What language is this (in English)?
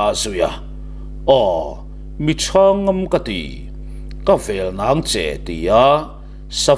Mizo